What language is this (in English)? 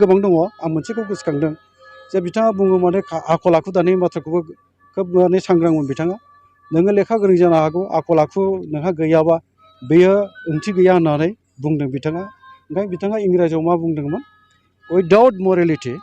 Bodo